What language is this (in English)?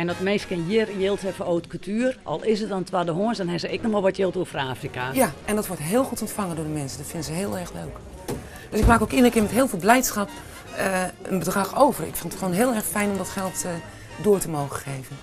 Western Frisian